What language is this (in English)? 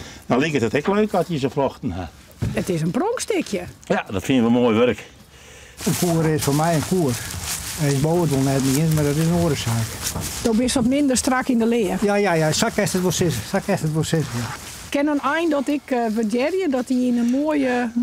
Western Frisian